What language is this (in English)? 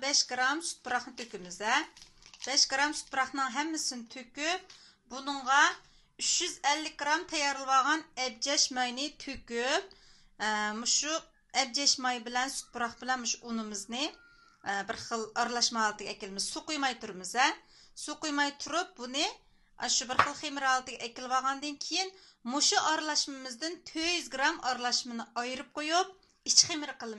Uyghur